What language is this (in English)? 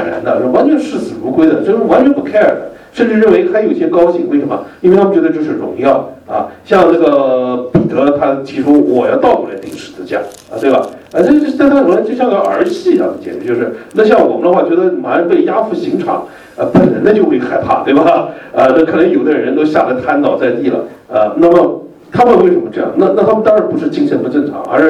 Chinese